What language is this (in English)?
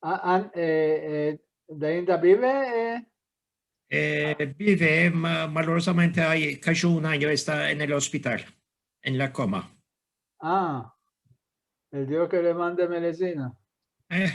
Ladino